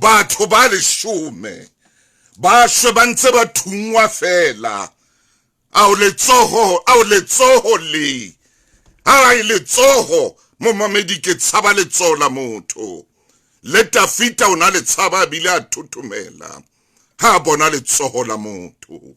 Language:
Southern Sotho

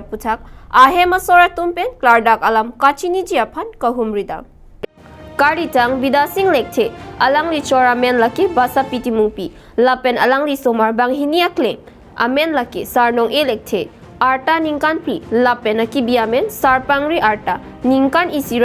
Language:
Karbi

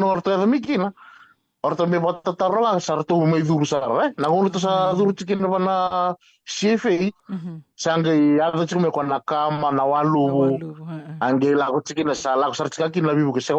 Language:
Fijian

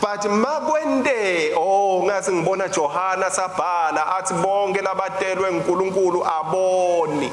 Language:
Swati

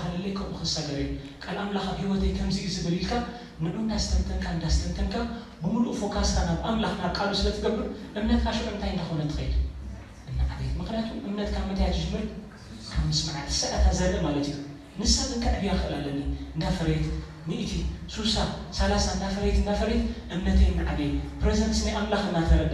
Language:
Tigrinya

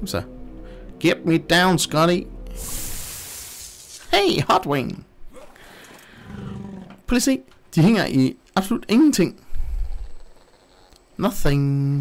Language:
Danish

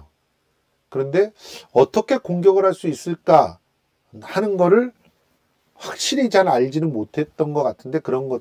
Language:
Korean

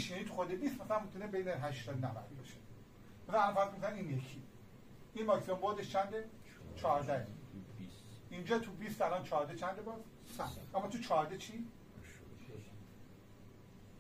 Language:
Persian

